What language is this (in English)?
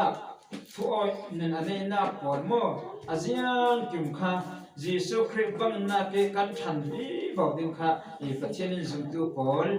Falam Chin